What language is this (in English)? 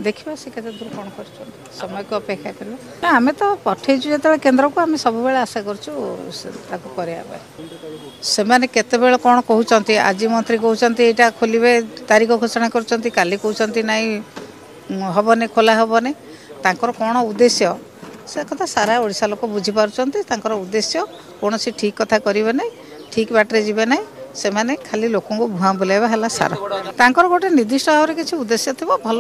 Odia